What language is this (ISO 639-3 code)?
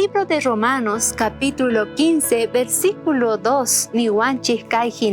quh